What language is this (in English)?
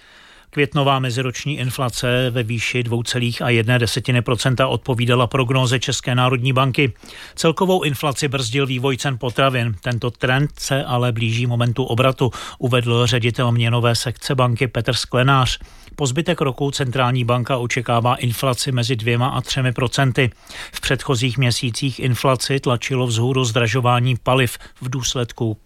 Czech